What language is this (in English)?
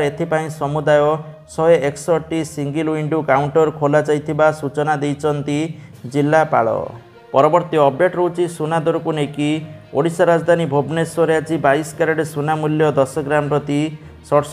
Odia